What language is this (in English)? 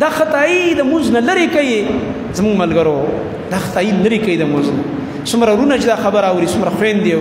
Pashto